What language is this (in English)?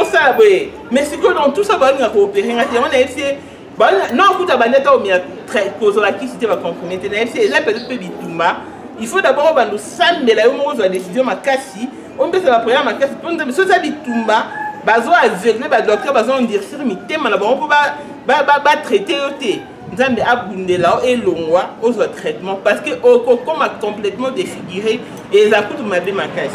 Lingala